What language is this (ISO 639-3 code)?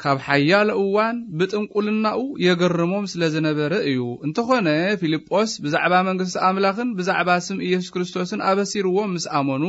tir